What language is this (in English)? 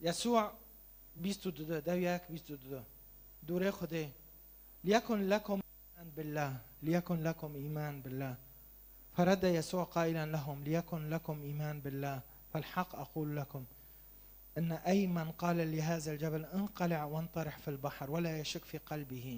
Kurdish